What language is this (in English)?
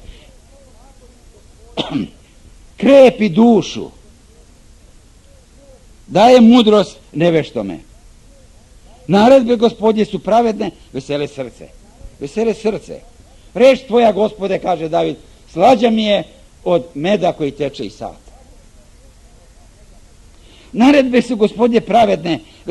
Serbian